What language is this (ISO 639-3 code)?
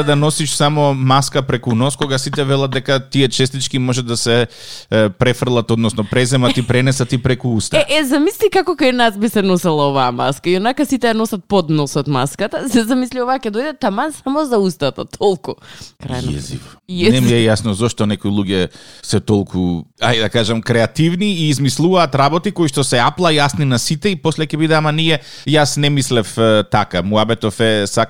mkd